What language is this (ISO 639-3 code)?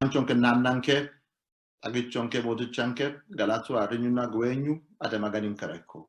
sid